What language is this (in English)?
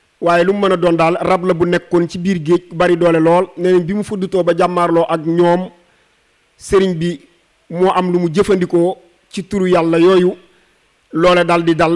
Wolof